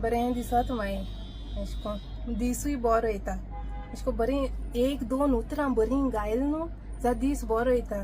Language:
Konkani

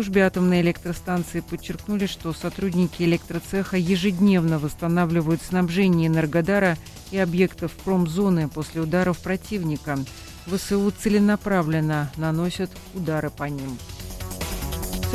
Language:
Russian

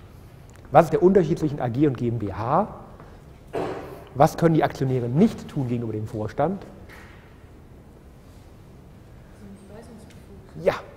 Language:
German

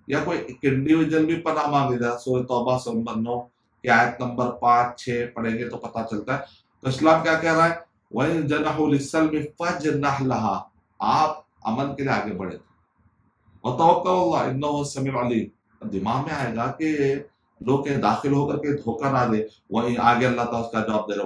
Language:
Urdu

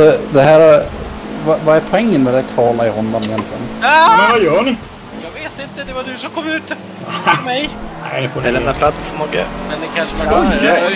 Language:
Swedish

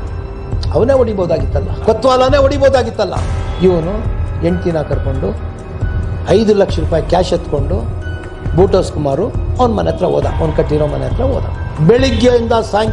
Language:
Kannada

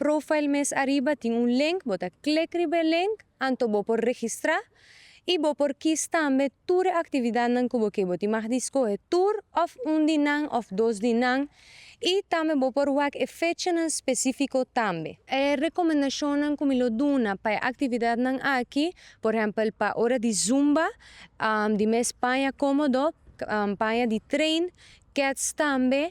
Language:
Papiamento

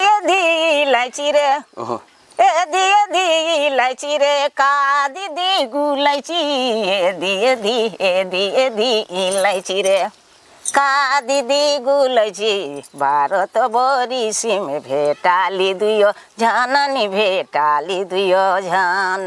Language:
Sadri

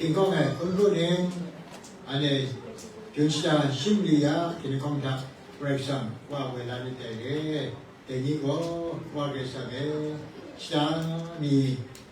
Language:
Kachin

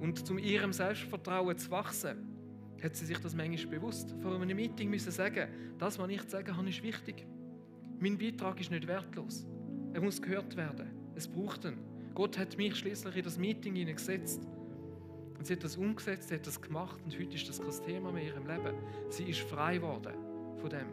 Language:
Swiss German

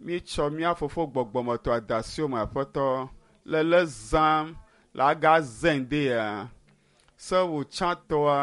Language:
Ewe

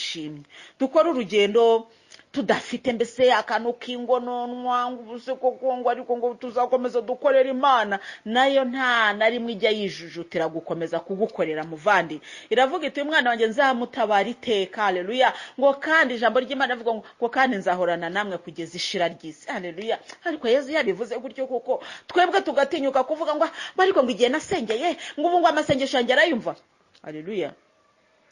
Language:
Kinyarwanda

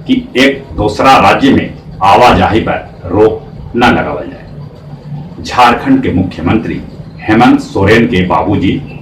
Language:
Magahi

